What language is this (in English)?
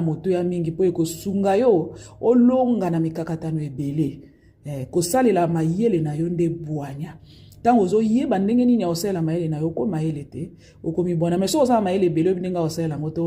Lingala